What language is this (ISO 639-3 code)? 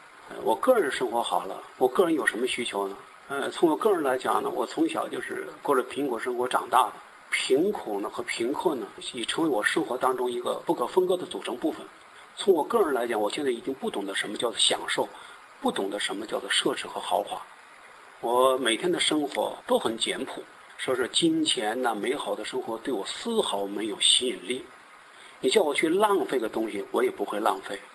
zho